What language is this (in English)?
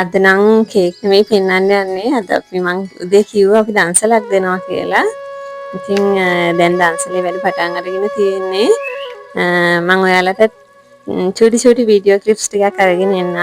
Sinhala